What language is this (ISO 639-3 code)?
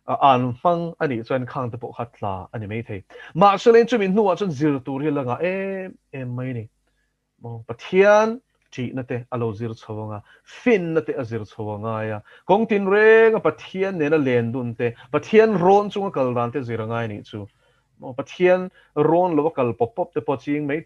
lus